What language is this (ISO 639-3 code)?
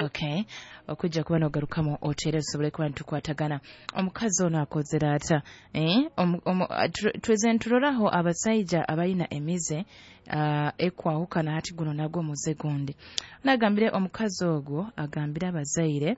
nyo